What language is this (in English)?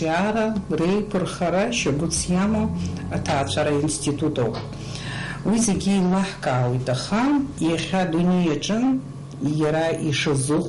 Abkhazian